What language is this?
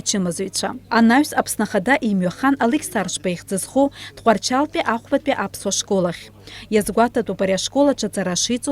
Abkhazian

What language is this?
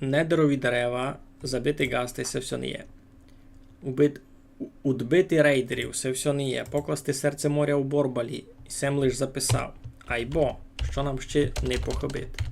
Rusyn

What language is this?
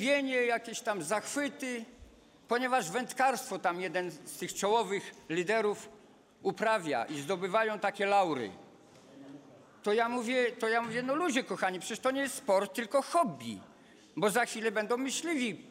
Polish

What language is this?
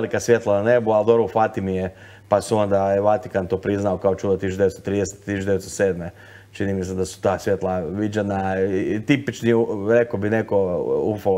Croatian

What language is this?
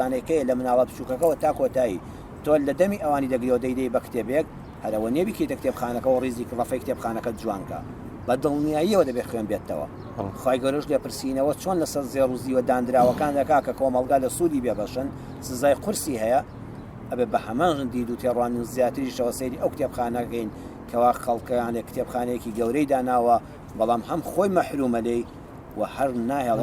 Central Kurdish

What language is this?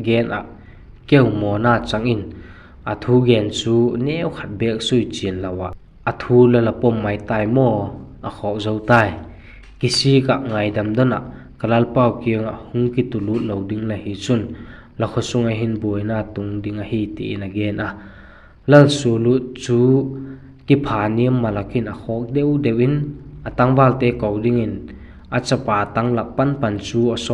Vaiphei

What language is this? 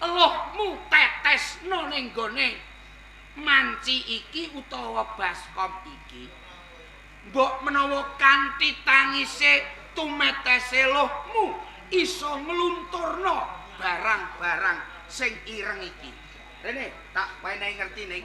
Javanese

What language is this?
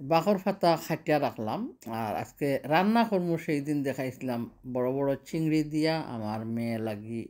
Sylheti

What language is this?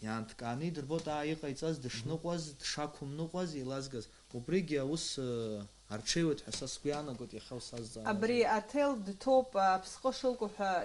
Abkhazian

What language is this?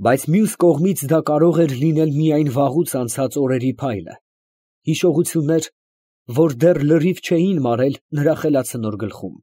Armenian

